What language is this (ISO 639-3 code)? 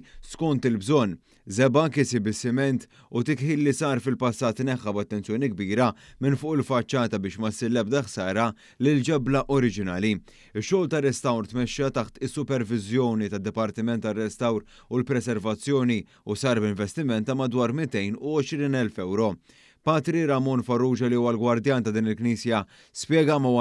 mlt